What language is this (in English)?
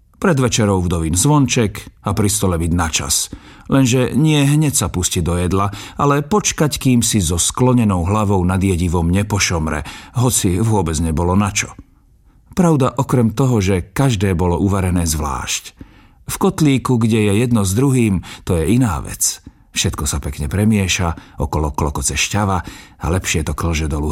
Slovak